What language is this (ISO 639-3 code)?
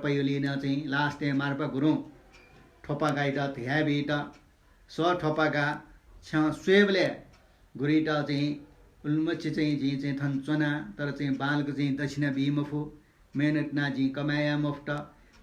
new